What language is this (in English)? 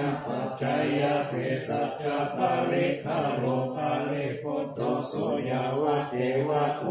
Pali